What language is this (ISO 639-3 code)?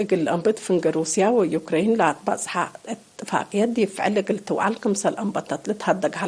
tig